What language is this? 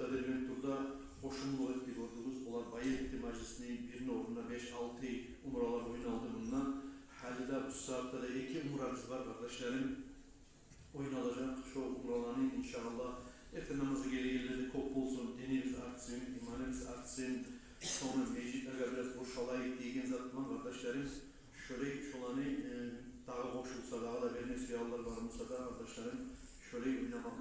Kumyk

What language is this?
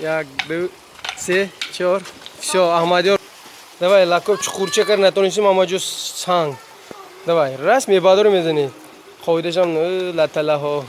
Tajik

